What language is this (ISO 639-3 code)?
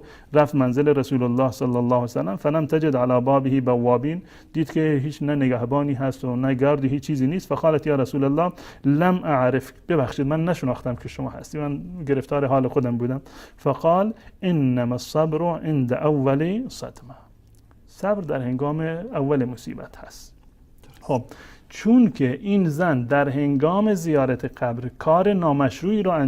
fas